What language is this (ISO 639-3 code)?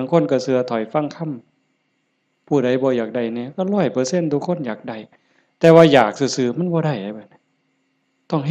tts